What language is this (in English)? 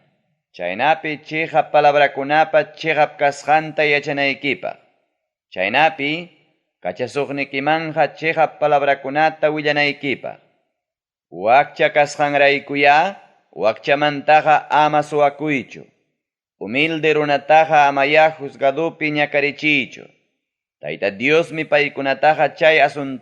Ayacucho Quechua